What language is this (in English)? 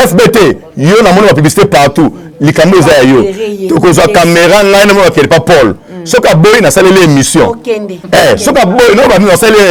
Lingala